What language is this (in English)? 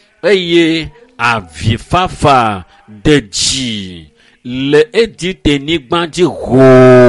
Ewe